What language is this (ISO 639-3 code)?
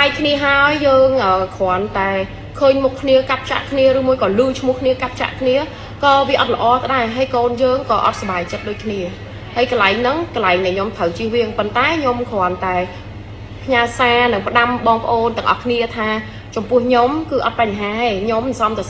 khm